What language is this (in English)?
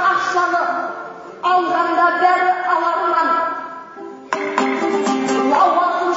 Kazakh